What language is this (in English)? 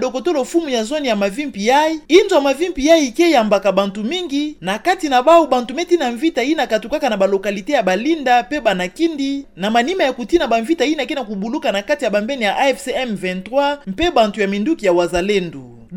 Kituba (Democratic Republic of Congo)